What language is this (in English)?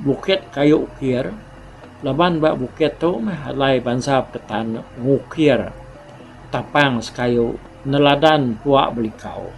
Iban